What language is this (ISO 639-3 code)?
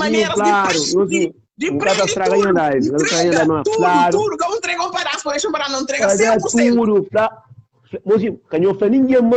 kea